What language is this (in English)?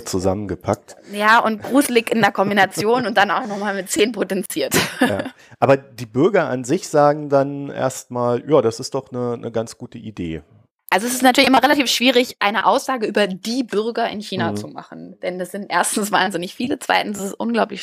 German